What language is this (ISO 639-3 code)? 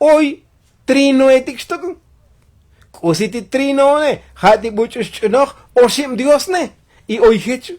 tzo